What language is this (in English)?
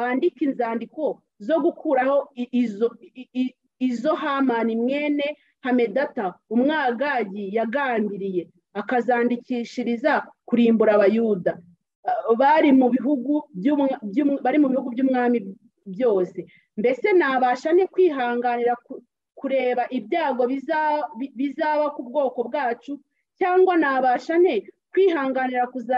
Kinyarwanda